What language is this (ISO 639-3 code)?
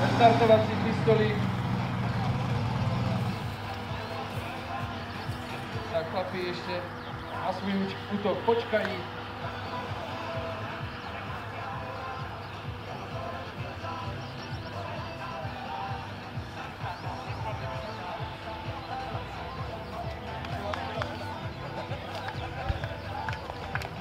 ces